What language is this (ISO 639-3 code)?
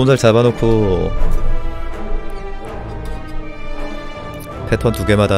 kor